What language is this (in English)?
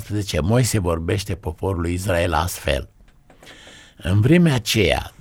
Romanian